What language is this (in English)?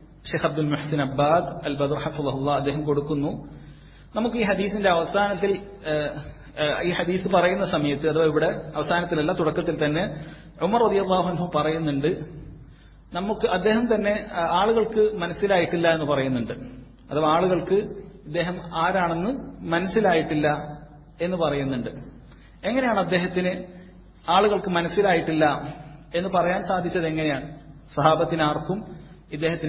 Malayalam